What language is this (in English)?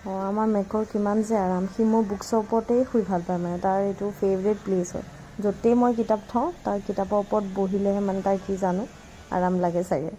Assamese